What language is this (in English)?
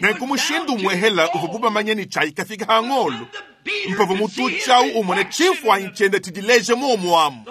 Luba-Lulua